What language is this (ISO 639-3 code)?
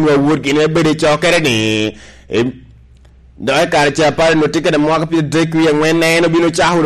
laj